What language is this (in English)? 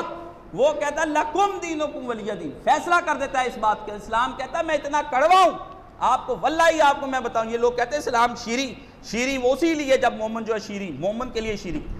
Urdu